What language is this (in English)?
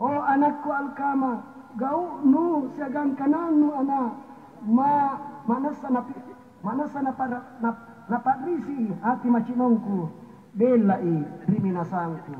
Makasar